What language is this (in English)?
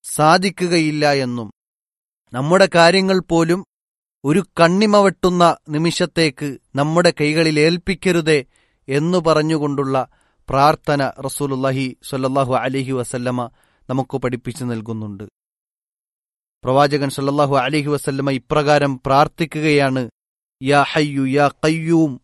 Malayalam